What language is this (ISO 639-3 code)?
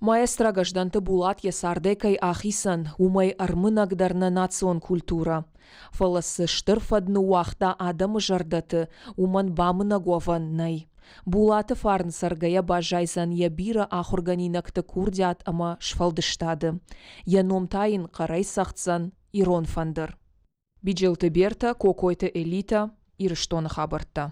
oss